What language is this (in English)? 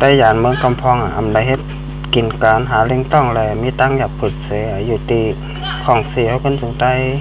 Shan